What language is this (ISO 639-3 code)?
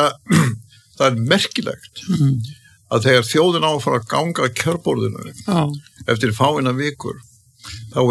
isl